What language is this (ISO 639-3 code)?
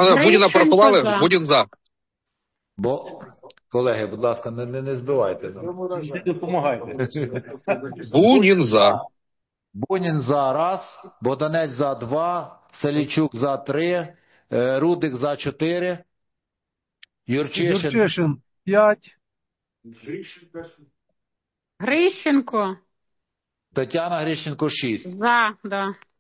ukr